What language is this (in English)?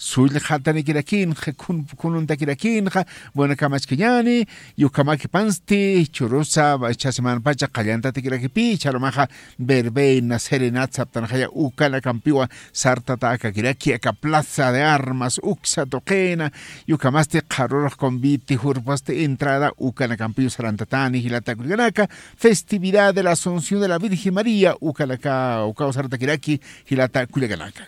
Aymara